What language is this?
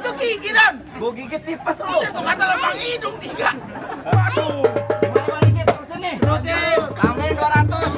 Betawi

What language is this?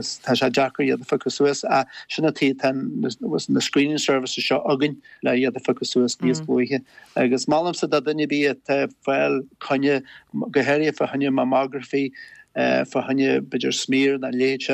Irish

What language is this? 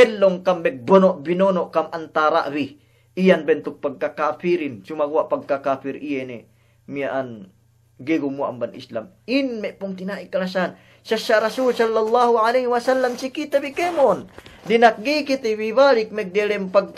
Yakan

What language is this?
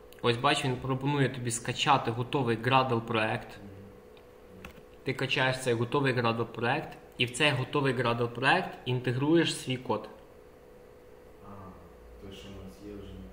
Ukrainian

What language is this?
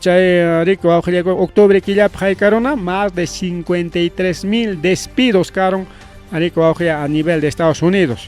Ayacucho Quechua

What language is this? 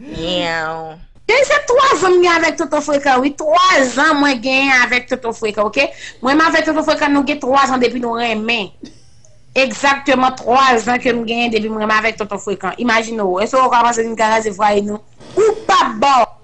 Haitian Creole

